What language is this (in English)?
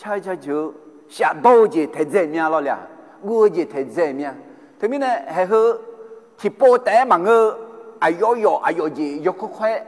Akha